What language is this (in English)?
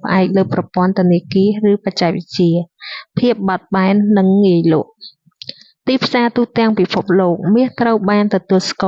Khmer